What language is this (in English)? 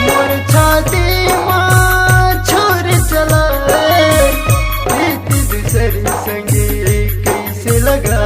Chhattisgarhi